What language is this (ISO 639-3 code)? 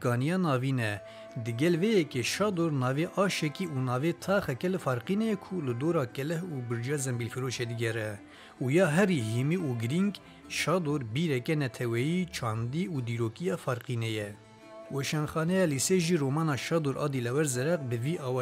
kur